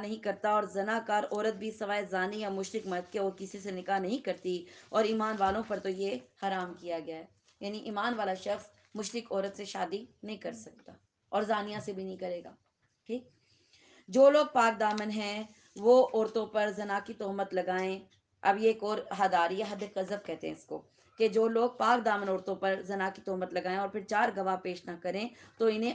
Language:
Urdu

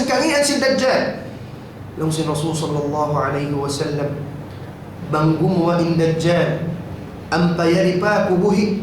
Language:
Tausug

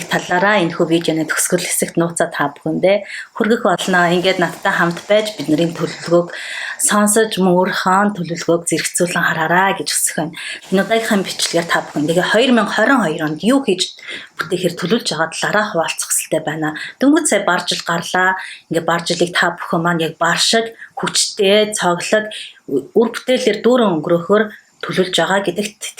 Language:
Mongolian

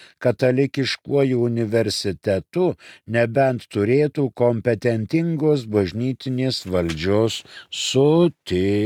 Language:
Lithuanian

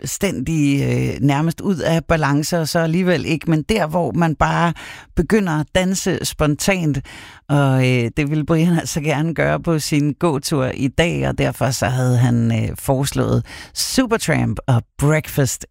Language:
Danish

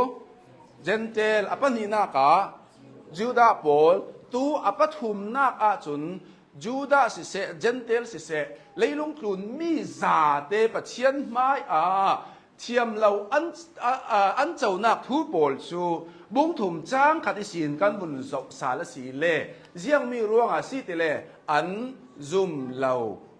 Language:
Hakha Chin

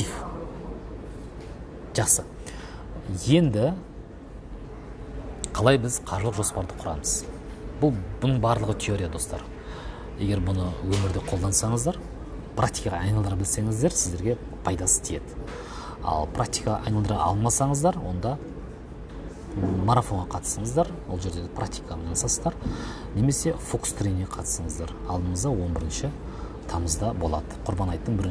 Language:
Kazakh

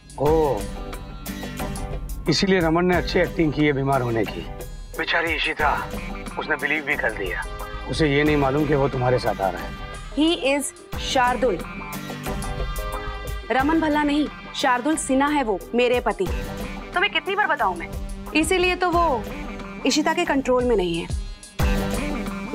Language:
Hindi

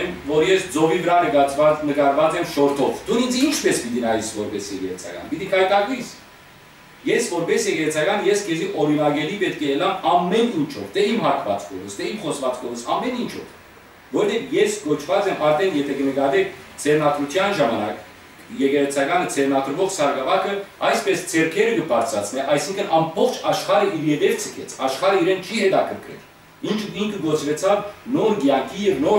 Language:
Western Armenian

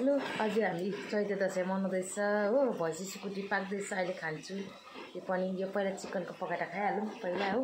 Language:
Nepali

